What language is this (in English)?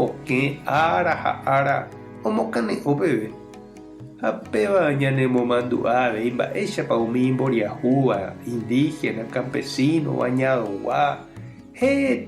Guarani